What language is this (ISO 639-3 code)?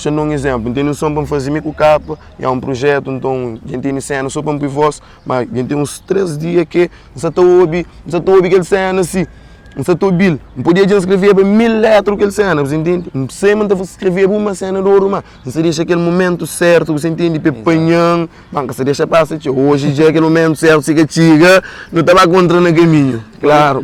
kea